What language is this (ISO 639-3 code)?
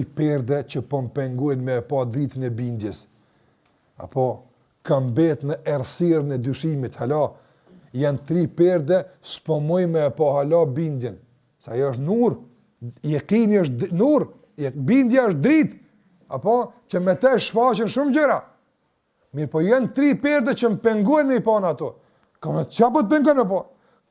sqi